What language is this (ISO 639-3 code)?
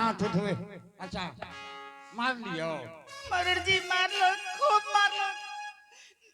anp